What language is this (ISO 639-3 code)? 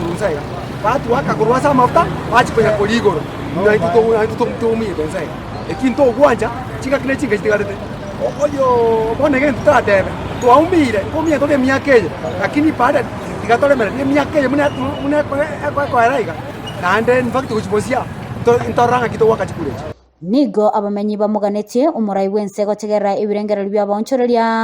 guz